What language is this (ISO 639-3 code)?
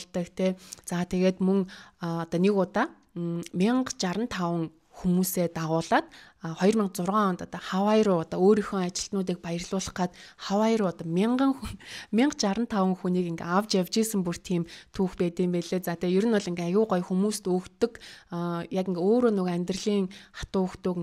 mon